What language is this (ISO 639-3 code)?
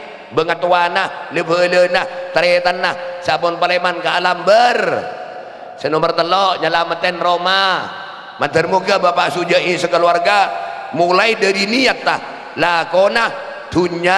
mad